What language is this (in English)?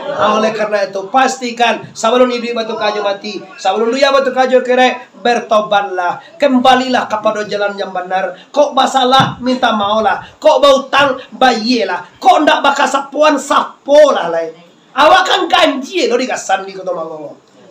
Minangkabau